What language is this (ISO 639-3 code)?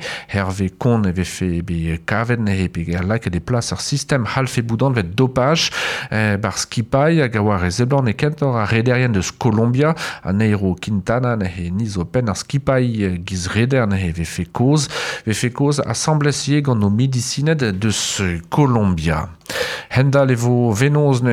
bre